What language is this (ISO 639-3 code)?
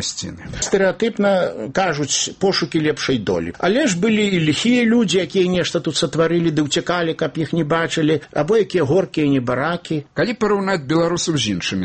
bel